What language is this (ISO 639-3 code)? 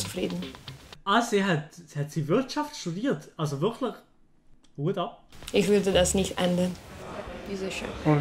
gsw